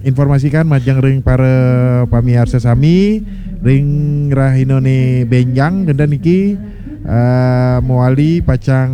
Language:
Balinese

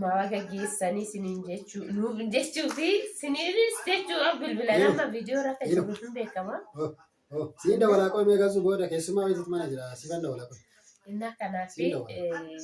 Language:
Oromo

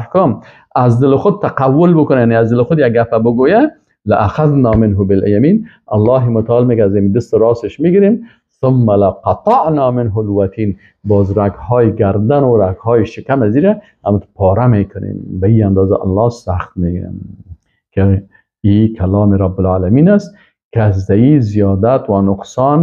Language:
Persian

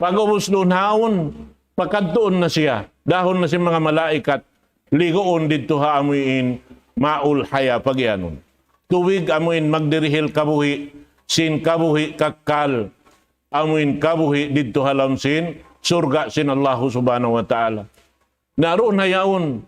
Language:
Tausug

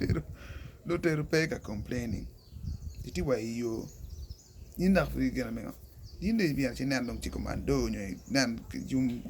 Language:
Acoli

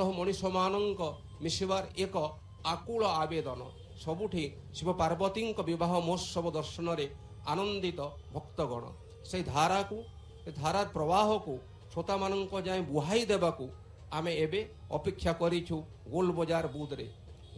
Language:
Odia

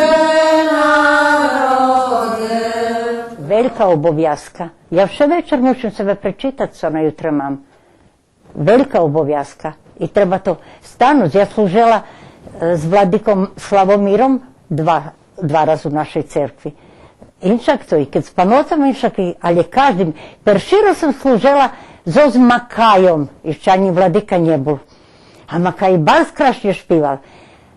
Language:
Rusyn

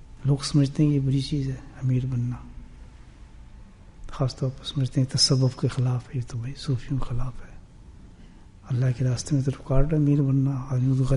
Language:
Urdu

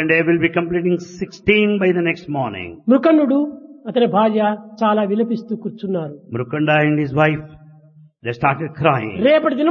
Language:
Telugu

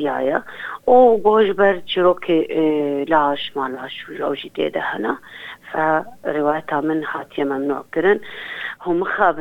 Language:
Kurdish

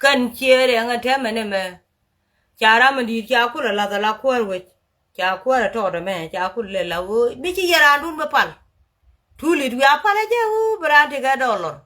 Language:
Nuer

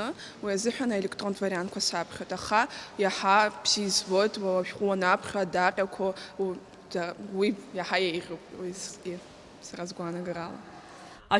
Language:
Abkhazian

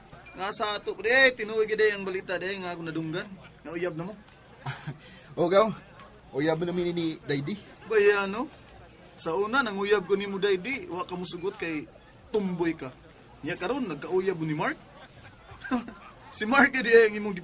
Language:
Cebuano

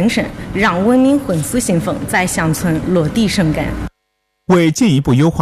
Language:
Chinese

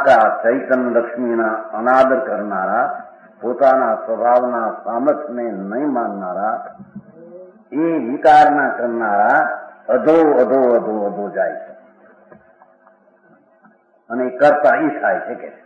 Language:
Gujarati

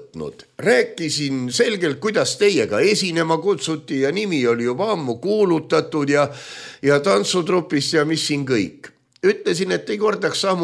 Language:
Estonian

